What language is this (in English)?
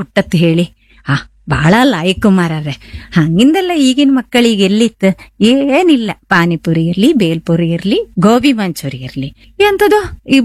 Kannada